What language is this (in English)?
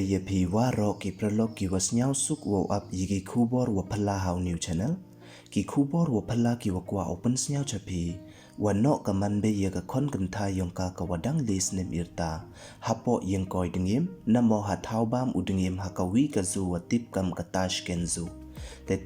Pnar